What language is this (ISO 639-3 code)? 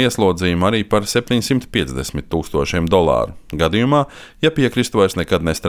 lav